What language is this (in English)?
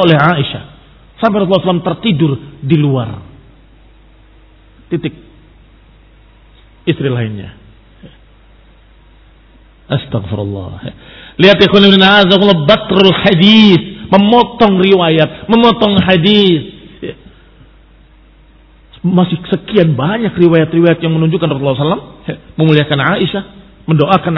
Indonesian